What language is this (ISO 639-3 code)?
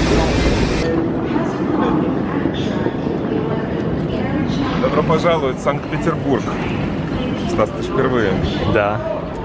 rus